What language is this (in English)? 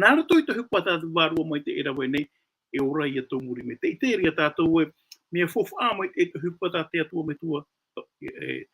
Tahitian